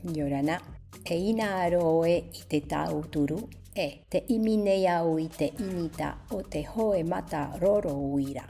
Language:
Tahitian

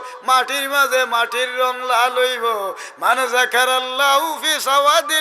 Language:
Sylheti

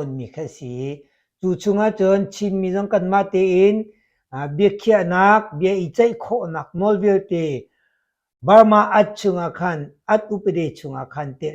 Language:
Hakha Chin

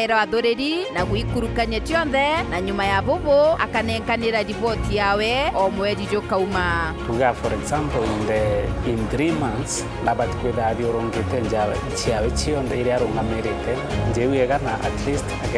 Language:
Meru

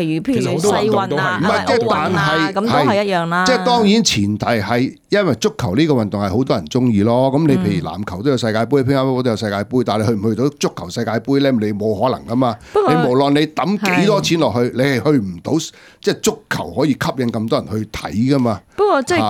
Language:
Cantonese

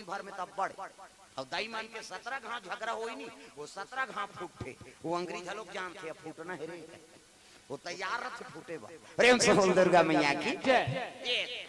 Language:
Chhattisgarhi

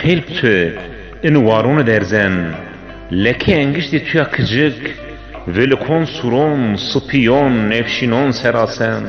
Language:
Zaza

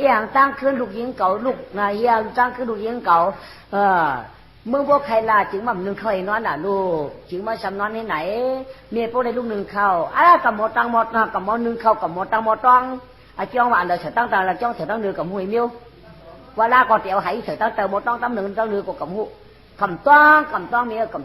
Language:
Shan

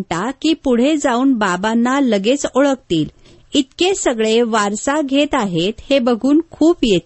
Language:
Marathi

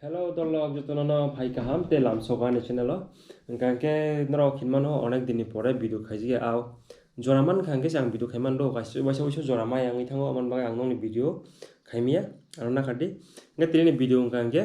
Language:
Kok Borok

